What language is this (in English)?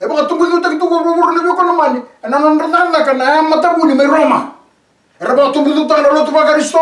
Fijian